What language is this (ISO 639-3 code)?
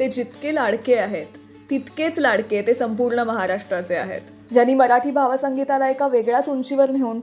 mar